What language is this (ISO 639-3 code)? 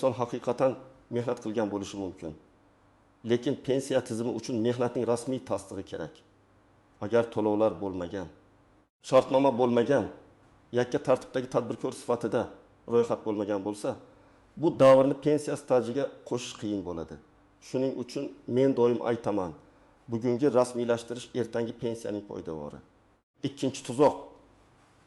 uzb